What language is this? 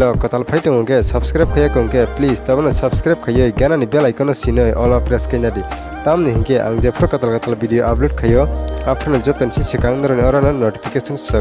Kok Borok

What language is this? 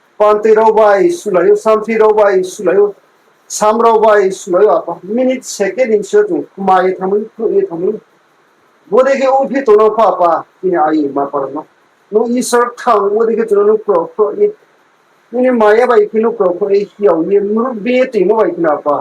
Riang (India)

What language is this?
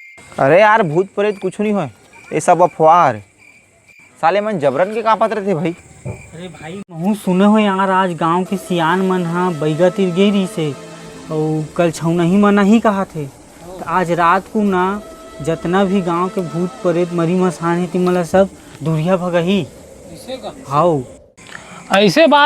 Chhattisgarhi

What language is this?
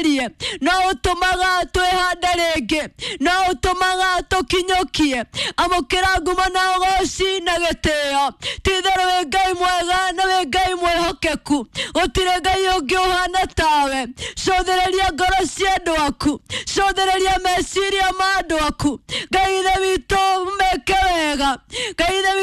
Kikuyu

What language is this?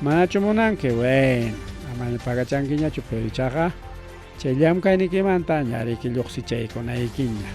Ayacucho Quechua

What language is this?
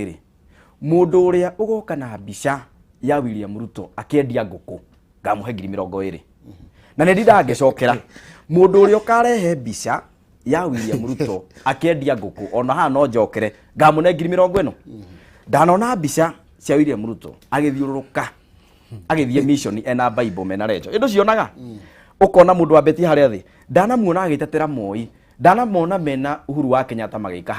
Kikuyu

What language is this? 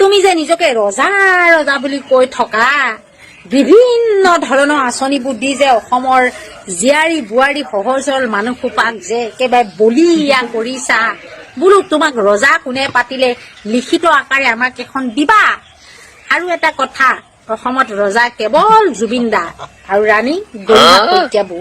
Assamese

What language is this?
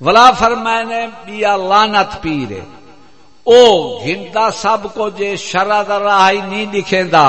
Saraiki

